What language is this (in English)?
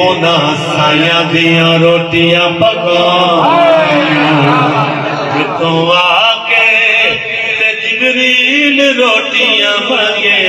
Saraiki